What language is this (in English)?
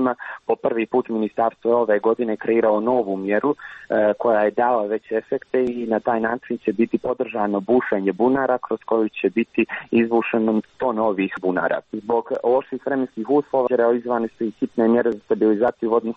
Serbian